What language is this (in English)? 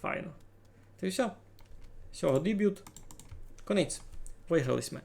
Rusyn